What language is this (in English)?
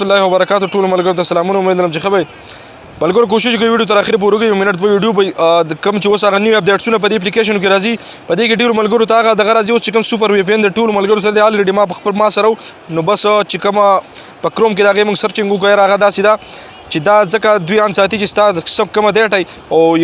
Pashto